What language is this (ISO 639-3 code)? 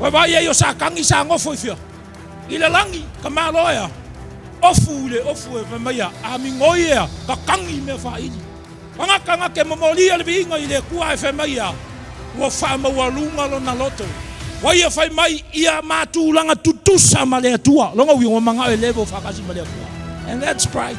smo